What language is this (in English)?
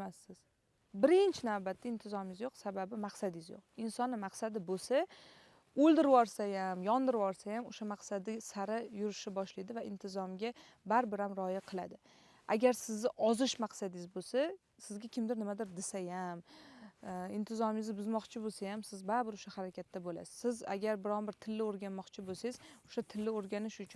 Uzbek